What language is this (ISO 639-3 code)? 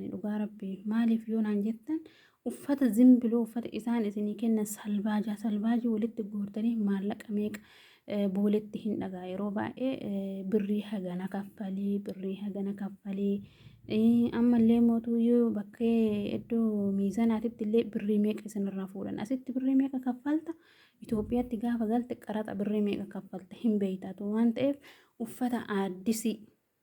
orm